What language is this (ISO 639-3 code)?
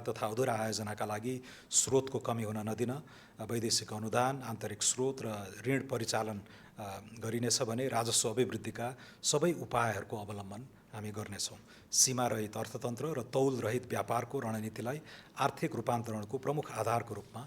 nep